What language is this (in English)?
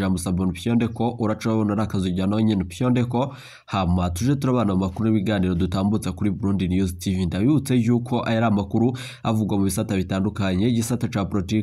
Rundi